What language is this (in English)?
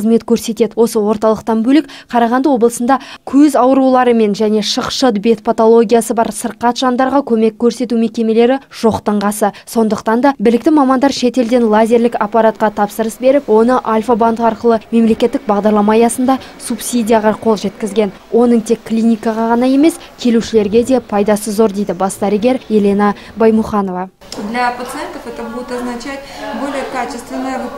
Kazakh